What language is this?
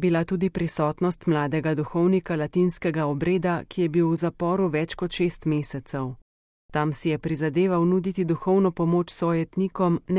Slovenian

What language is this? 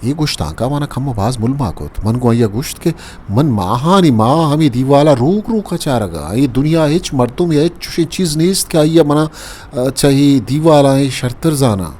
Eastern Balochi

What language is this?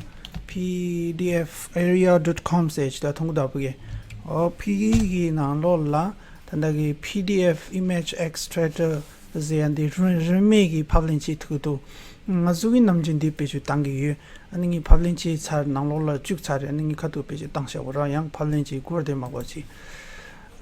Tibetan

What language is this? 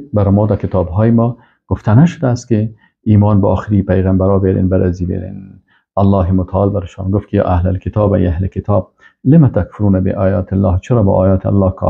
Persian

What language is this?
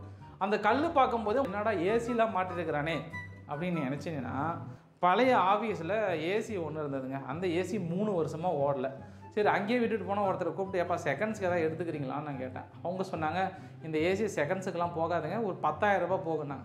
Tamil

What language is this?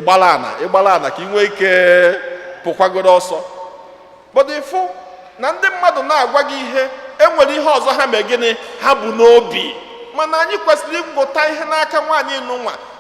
Igbo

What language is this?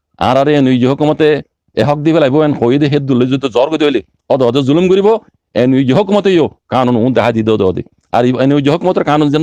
Rohingya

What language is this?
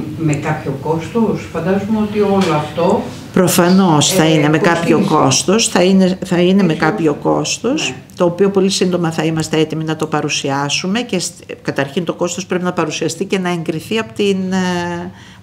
Greek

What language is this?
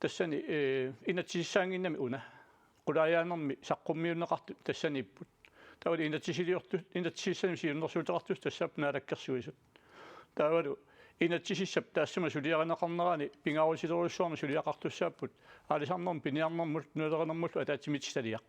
Kalaallisut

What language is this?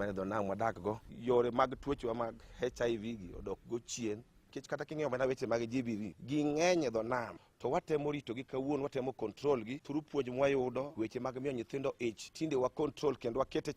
Luo (Kenya and Tanzania)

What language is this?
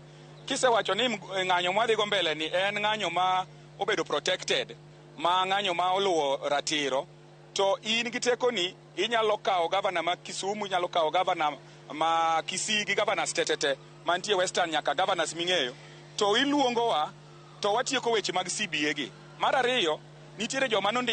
Luo (Kenya and Tanzania)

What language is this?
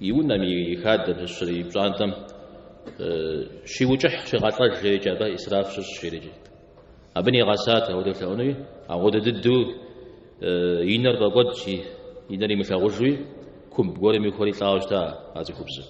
Kabardian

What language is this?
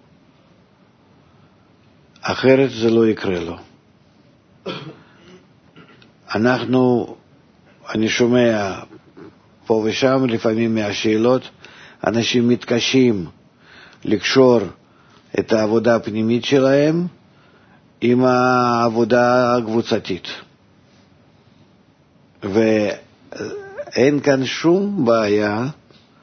Hebrew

